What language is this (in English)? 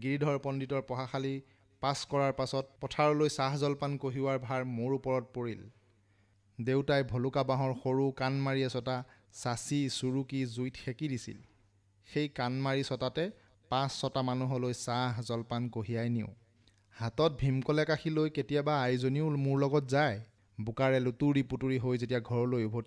Assamese